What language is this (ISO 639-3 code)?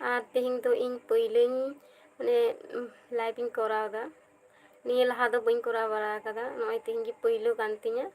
sat